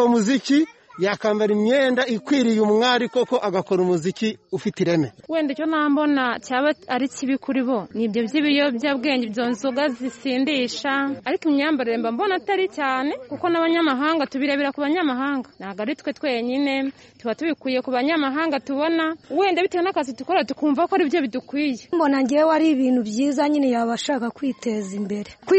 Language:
Kinyarwanda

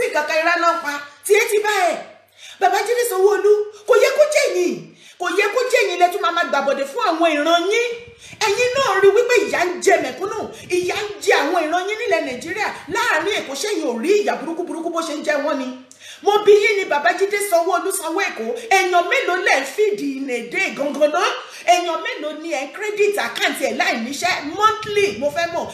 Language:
Yoruba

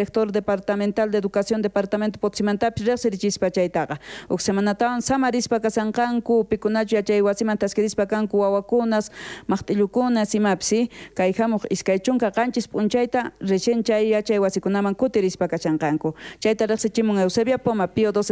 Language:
South Bolivian Quechua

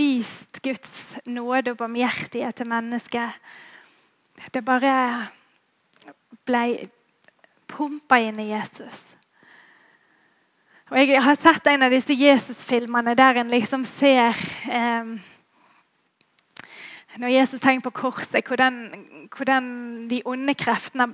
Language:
Norwegian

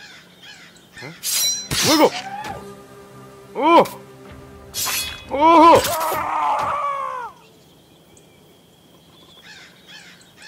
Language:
Korean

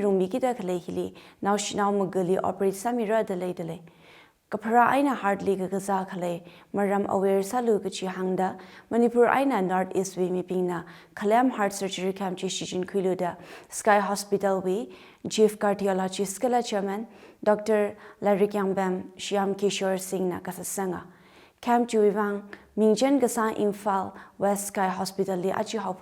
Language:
Tangkhul Naga (India)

